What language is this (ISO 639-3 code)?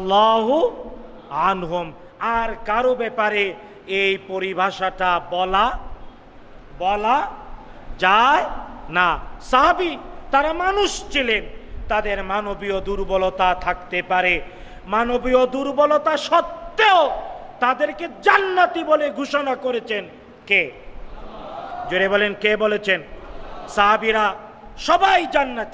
ben